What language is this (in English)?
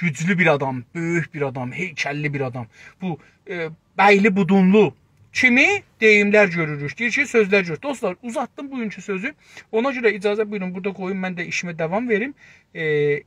South Azerbaijani